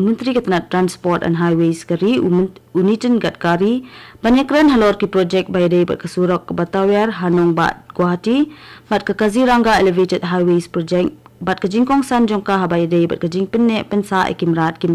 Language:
Khasi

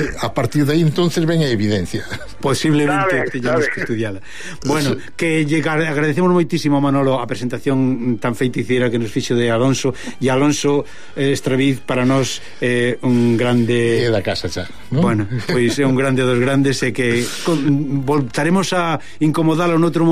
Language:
Galician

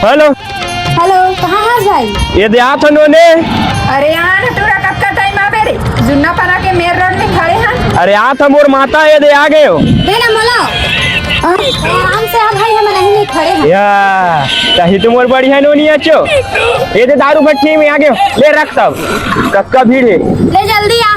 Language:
Chhattisgarhi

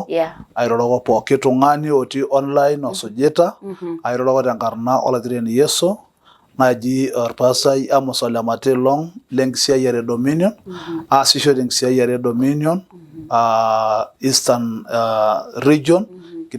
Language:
Masai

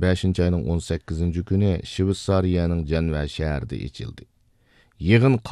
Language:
Uyghur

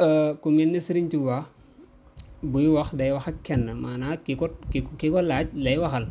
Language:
Wolof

